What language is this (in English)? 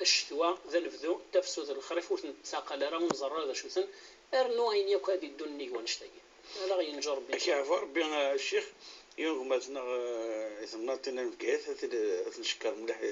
Kabyle